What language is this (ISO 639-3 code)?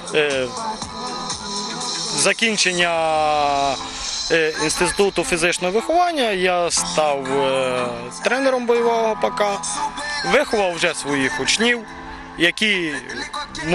ukr